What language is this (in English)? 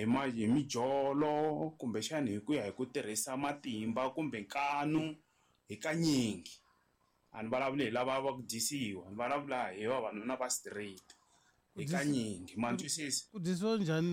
Tsonga